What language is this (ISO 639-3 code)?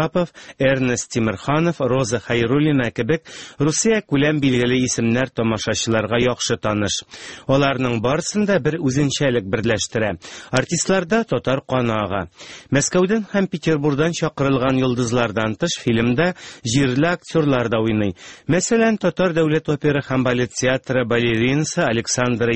tat